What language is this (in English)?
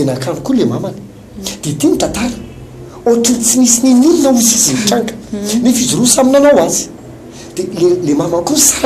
Malagasy